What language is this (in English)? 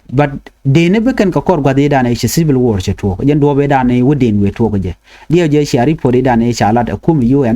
Nuer